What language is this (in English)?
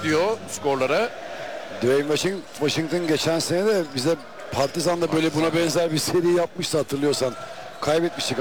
Turkish